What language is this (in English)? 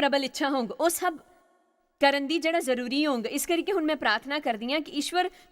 Dogri